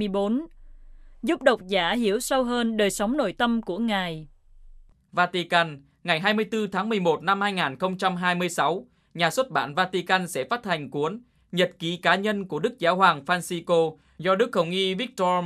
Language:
Vietnamese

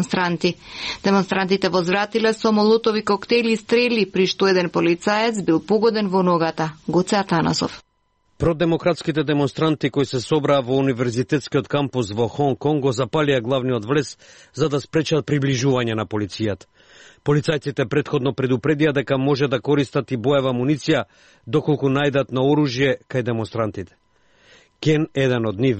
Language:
Macedonian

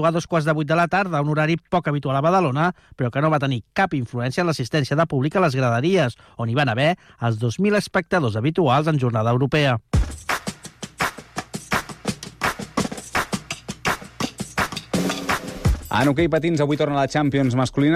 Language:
Catalan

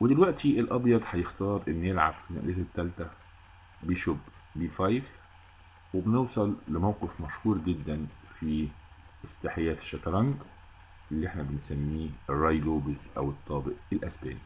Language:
Egyptian Arabic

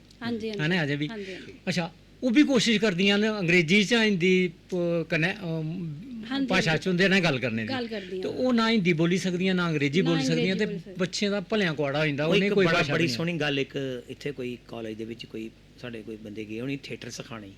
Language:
Dogri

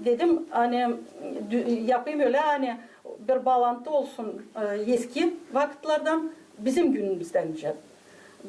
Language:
Gagauz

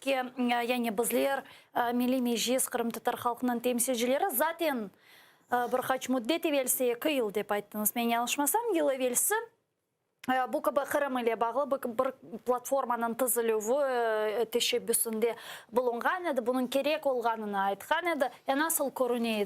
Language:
Crimean Tatar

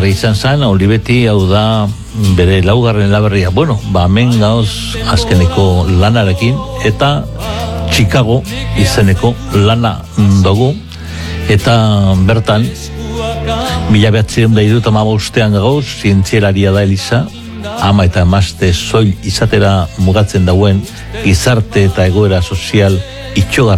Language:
Basque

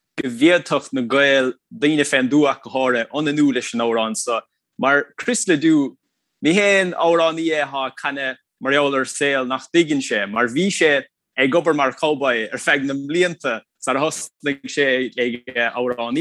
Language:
Irish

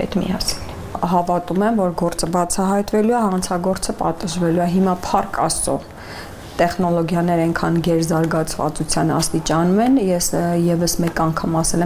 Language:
Armenian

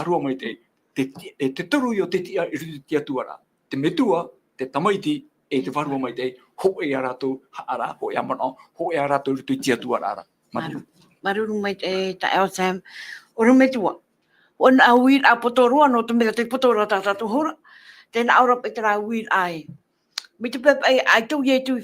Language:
Tahitian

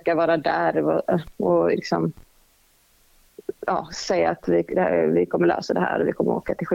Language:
Swedish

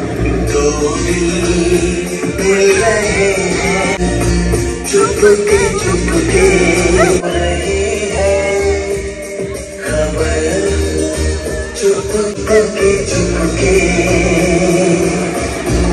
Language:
Punjabi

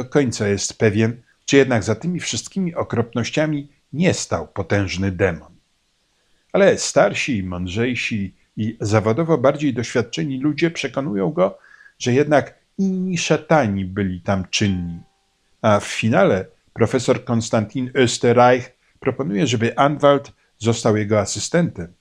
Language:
Polish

